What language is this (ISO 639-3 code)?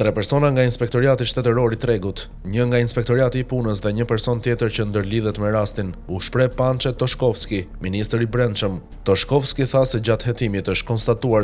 sqi